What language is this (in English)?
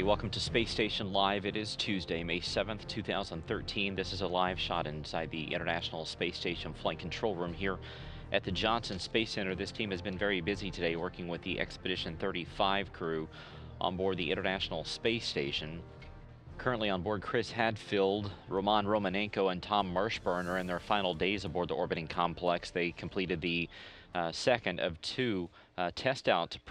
English